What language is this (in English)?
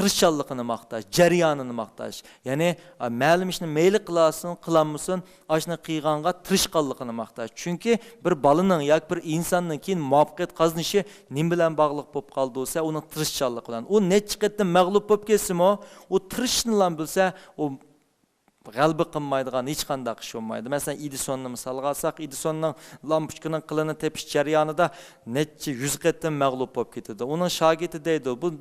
Uyghur